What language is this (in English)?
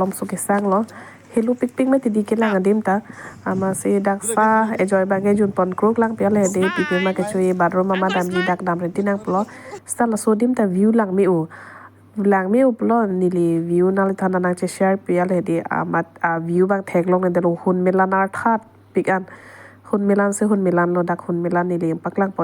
Karbi